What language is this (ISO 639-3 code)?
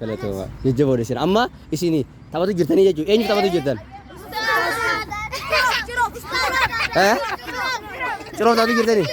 orm